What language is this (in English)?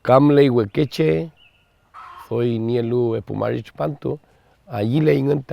Mapuche